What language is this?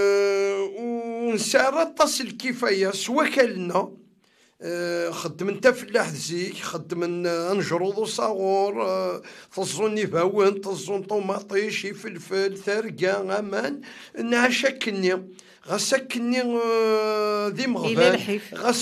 Kabyle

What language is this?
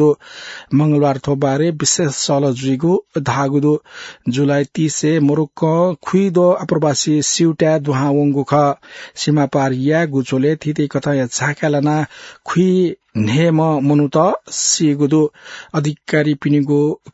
Newari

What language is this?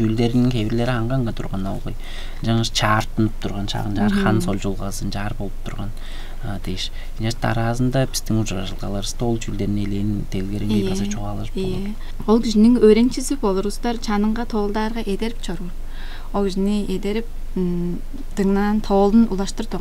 Tuvinian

